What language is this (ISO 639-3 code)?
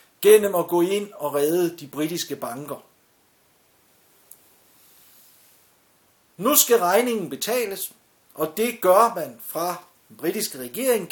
dan